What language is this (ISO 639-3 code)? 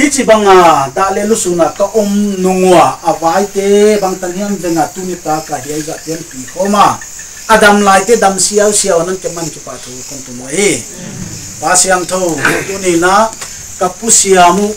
pck